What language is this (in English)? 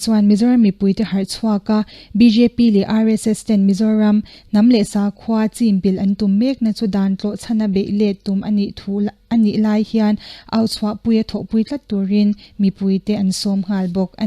Mizo